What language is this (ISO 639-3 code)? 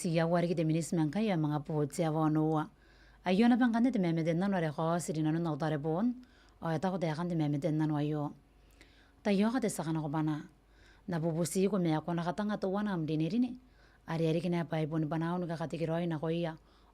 gil